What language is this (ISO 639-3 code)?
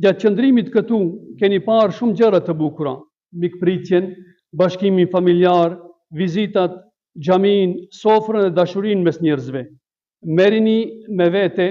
sqi